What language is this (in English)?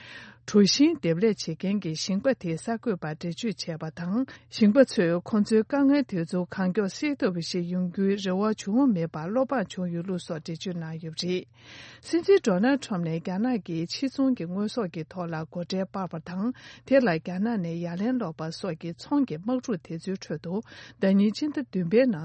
Tibetan